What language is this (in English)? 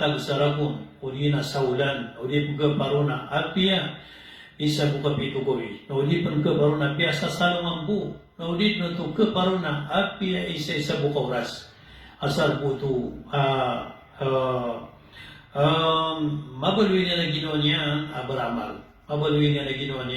Maranao